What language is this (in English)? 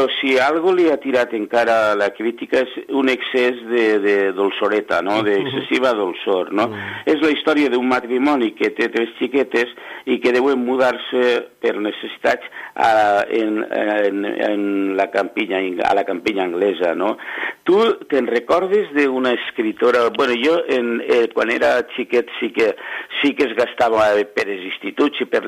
Catalan